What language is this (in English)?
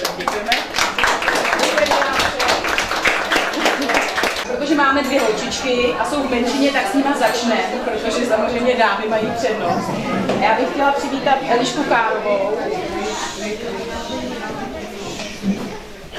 Czech